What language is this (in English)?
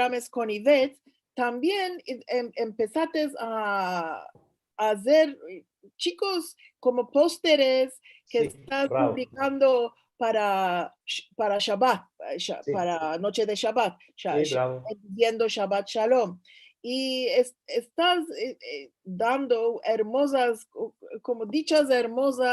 Ladino